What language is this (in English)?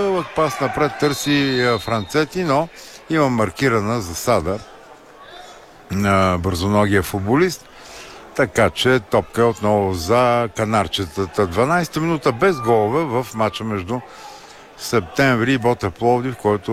Bulgarian